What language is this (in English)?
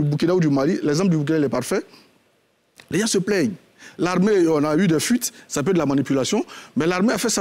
French